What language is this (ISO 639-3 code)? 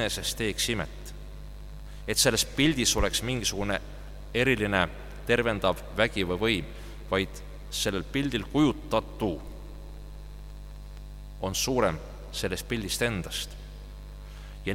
est